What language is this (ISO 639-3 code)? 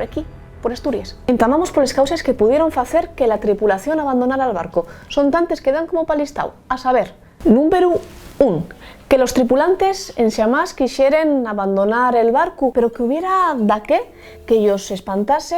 ast